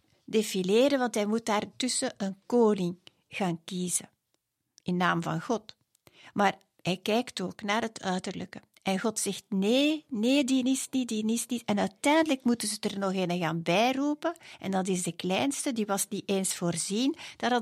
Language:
Dutch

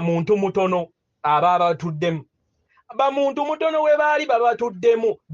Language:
Ganda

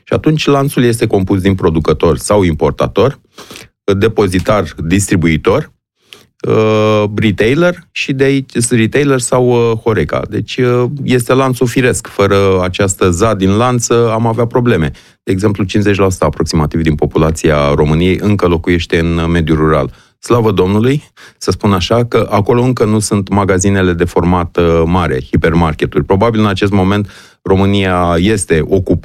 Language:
Romanian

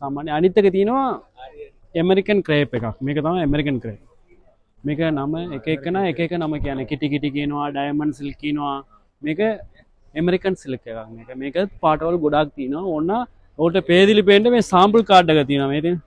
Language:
Sinhala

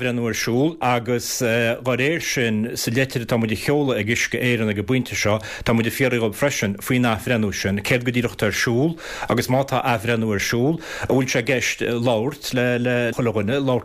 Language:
Irish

